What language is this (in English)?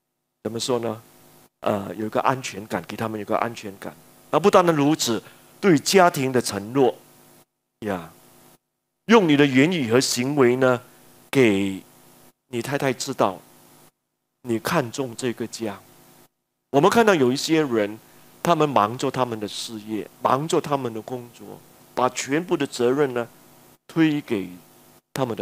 Chinese